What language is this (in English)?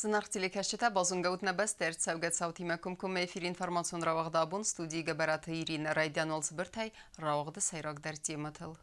Ossetic